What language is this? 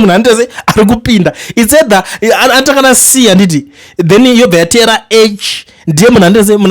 Shona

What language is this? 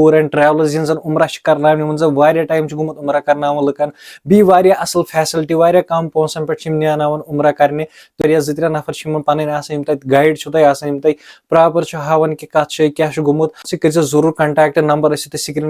Kashmiri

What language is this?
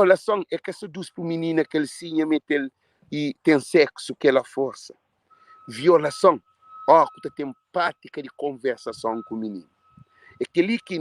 Kabuverdianu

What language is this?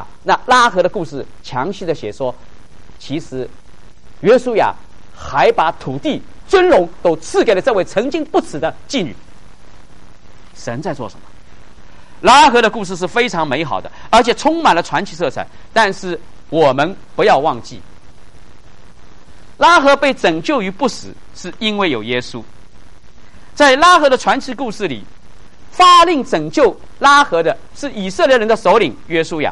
Chinese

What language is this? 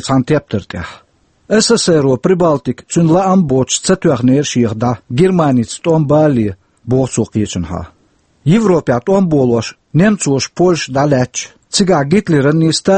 Chechen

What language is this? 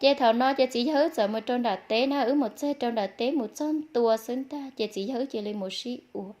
Hmong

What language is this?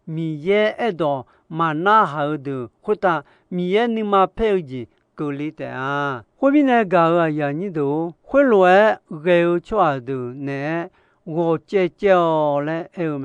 Akha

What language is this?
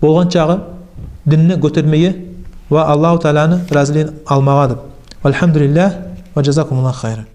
Kumyk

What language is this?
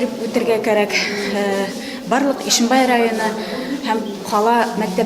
Bashkir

